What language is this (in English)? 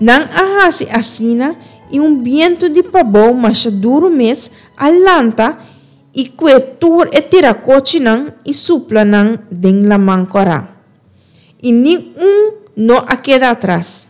Papiamento